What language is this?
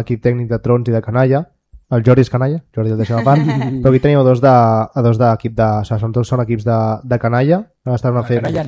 Catalan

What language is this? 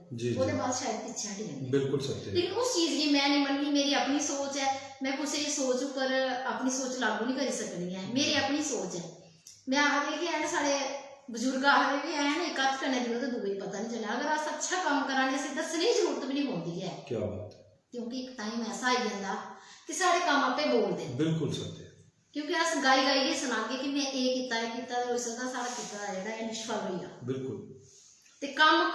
Dogri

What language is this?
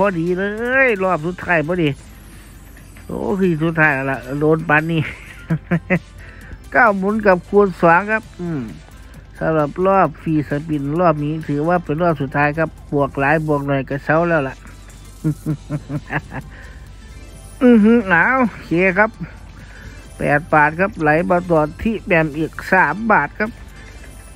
Thai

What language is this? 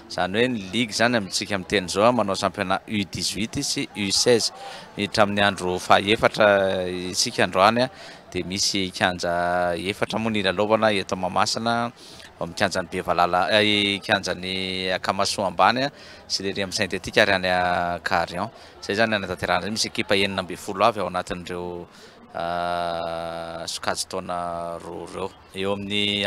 Malagasy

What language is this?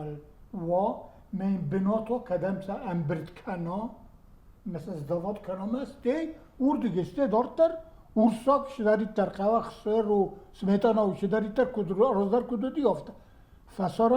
Ossetic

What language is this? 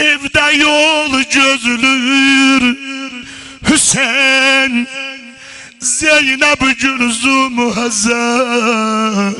South Azerbaijani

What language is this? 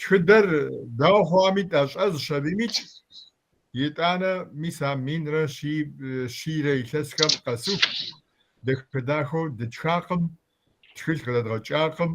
Kabardian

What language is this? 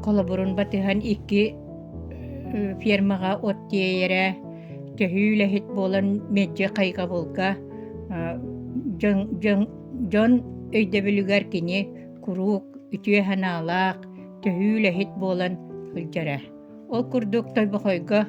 Yakut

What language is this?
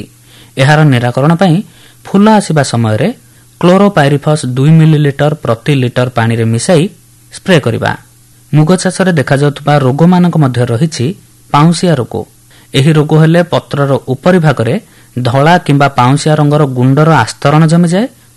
Odia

